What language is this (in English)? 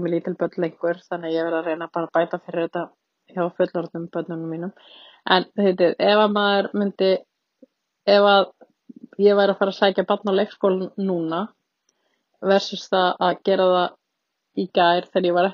Icelandic